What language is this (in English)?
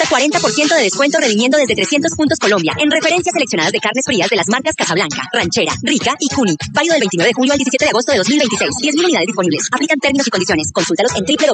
Spanish